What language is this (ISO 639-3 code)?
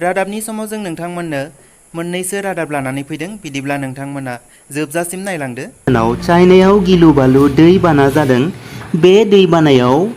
brx